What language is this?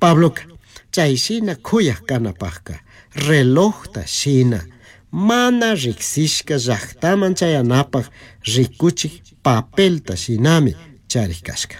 Chimborazo Highland Quichua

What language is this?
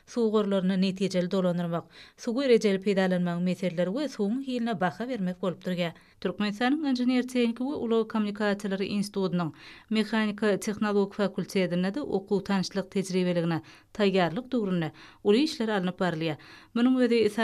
Turkmen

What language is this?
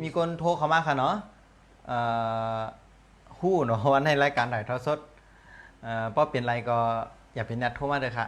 Shan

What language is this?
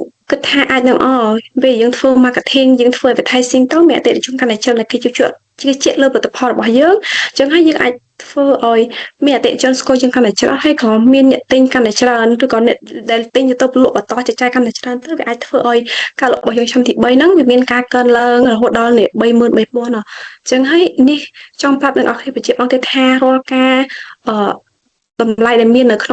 Khmer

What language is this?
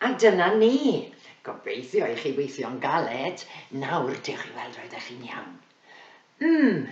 Welsh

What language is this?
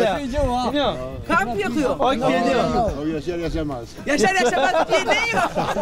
Zaza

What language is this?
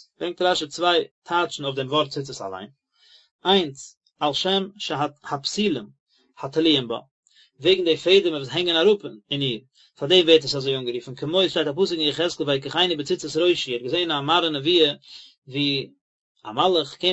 Yiddish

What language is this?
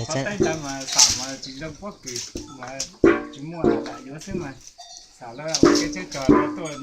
Hmong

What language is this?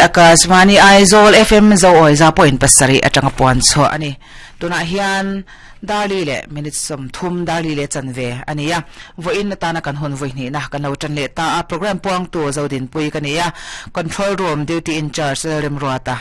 Mizo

